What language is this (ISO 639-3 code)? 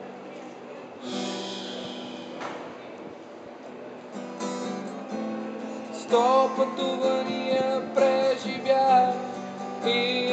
bul